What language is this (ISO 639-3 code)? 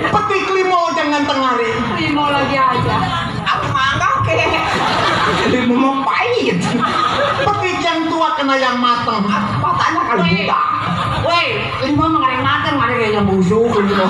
bew